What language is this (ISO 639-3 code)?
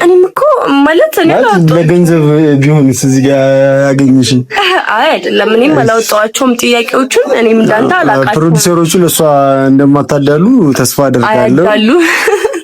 amh